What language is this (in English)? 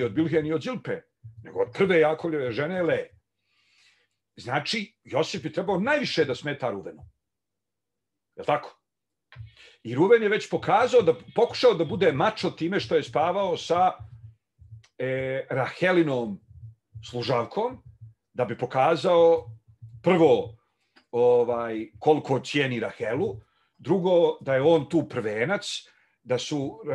Bosnian